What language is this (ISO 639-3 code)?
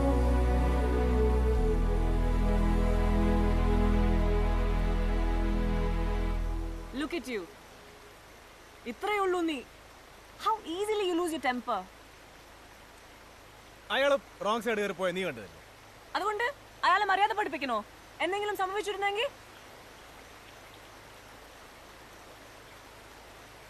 mal